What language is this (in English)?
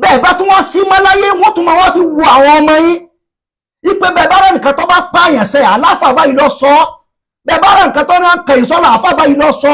Yoruba